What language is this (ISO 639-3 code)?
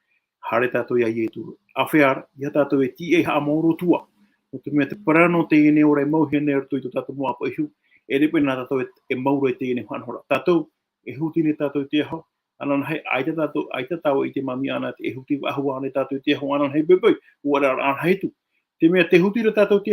tah